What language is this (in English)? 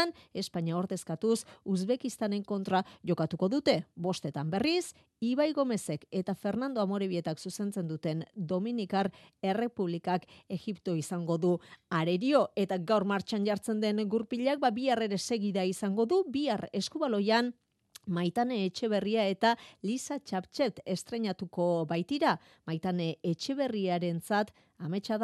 Basque